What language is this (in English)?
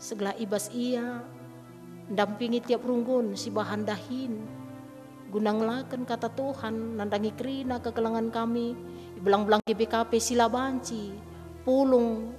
Batak Karo